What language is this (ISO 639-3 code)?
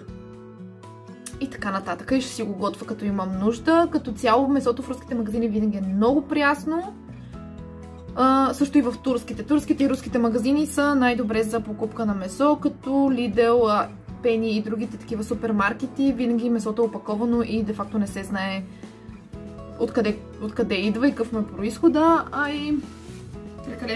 bul